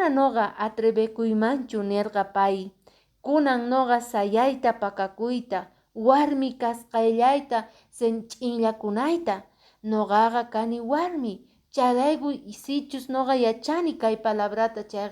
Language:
Quechua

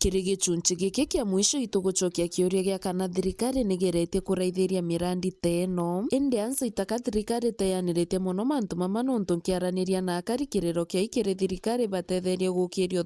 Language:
Meru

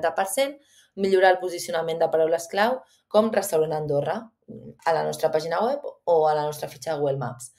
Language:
Catalan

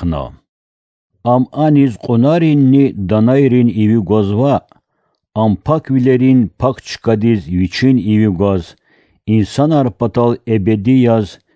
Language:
Lezghian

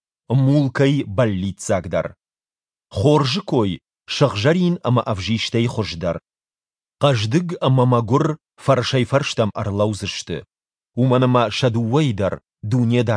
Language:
Ossetic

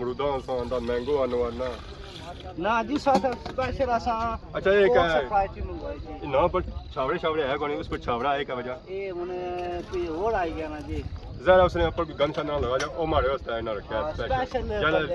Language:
Pahari-Potwari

